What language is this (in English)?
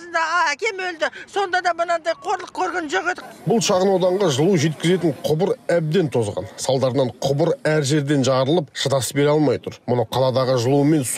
Kazakh